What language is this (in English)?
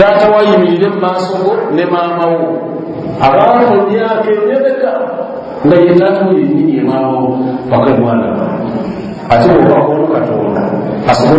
Ganda